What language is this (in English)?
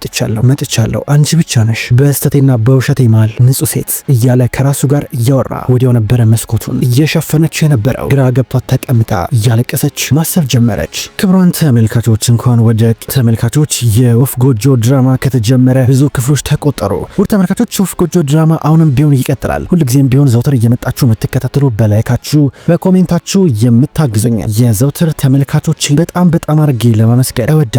Amharic